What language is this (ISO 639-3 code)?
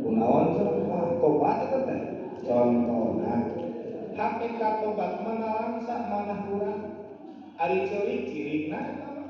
sun